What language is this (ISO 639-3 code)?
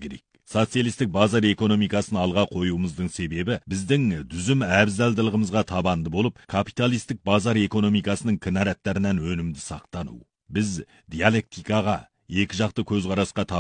kaz